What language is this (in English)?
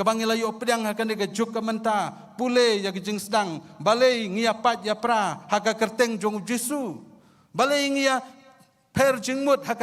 Khasi